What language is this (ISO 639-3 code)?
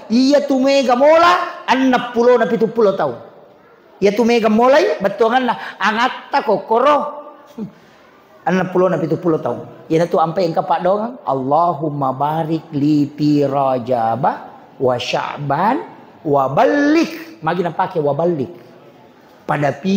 bug